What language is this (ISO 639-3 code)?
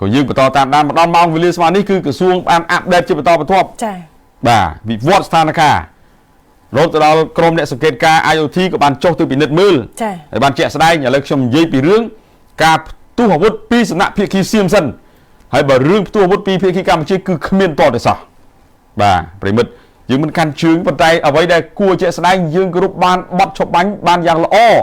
khm